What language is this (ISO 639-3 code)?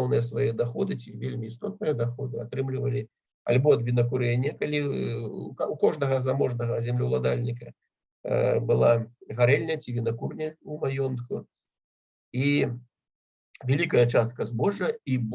bel